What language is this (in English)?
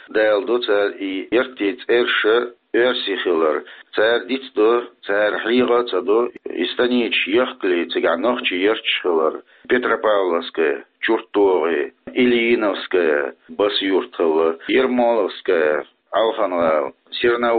Chechen